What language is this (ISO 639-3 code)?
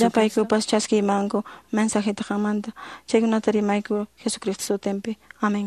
que